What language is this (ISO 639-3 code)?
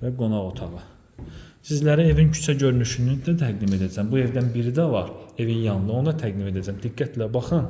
aze